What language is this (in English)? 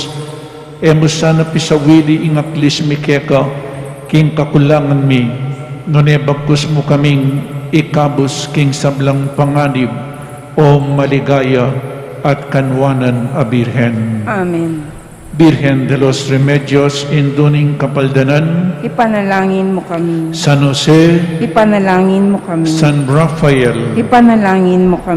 Pampanga